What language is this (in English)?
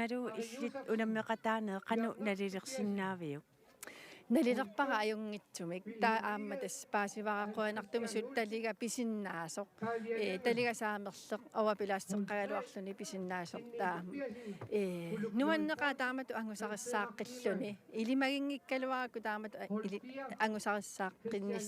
Kalaallisut